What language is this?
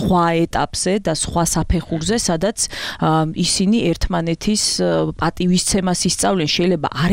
Georgian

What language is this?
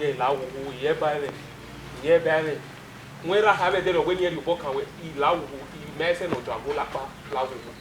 Bini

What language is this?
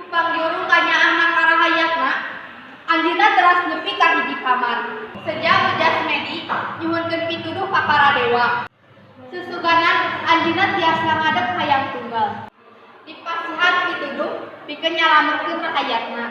Sundanese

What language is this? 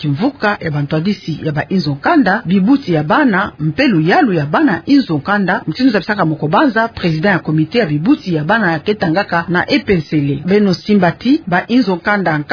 Kituba (Democratic Republic of Congo)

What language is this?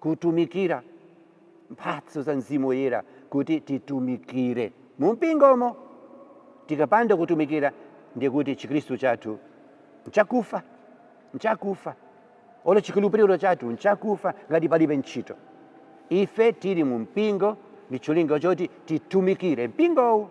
Nyanja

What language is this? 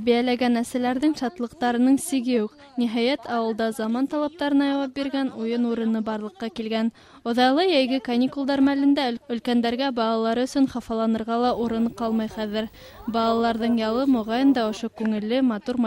Bashkir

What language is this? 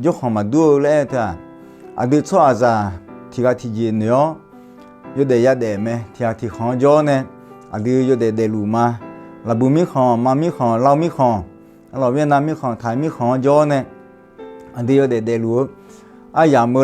Akha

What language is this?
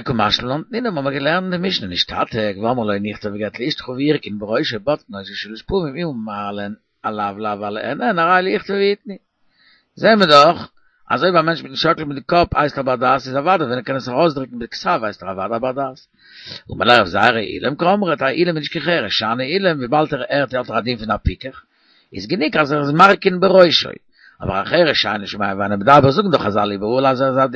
Yiddish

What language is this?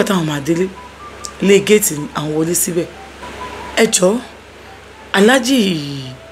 Yoruba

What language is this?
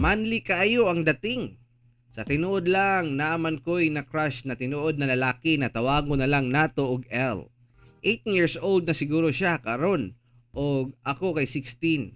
Cebuano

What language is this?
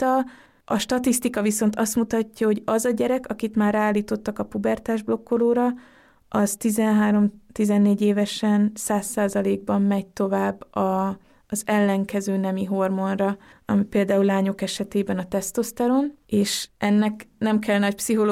Hungarian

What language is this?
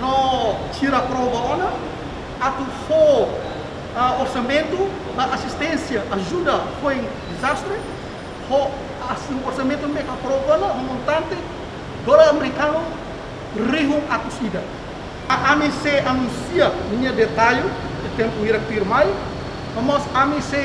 Tetum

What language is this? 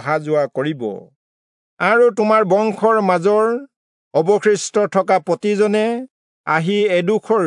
Assamese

